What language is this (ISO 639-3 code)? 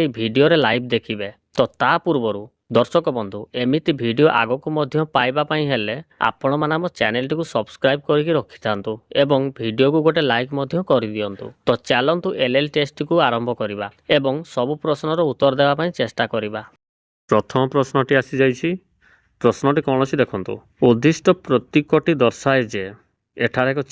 ori